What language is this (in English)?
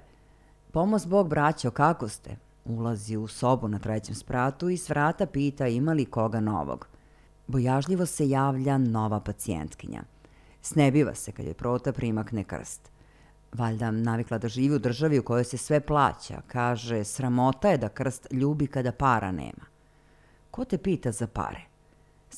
Serbian